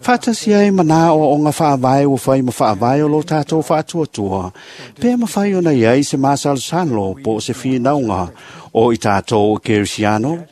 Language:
Samoan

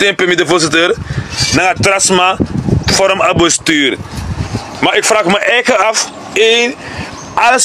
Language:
Sranan Tongo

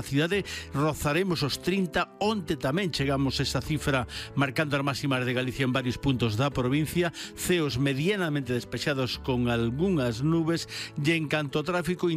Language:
Galician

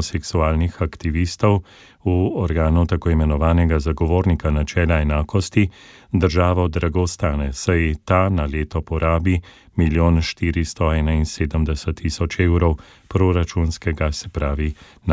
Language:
Slovenian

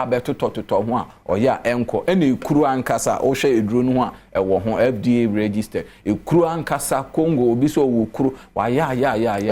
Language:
Akan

